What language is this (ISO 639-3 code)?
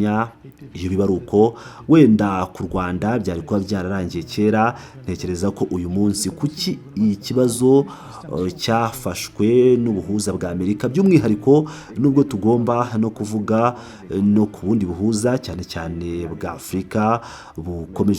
kin